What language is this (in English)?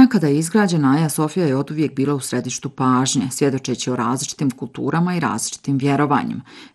Bosnian